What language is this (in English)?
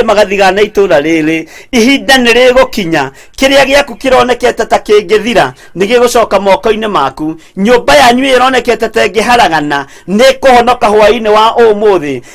Kikuyu